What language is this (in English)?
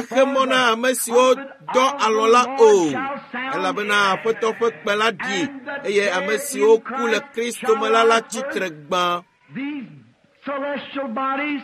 Ewe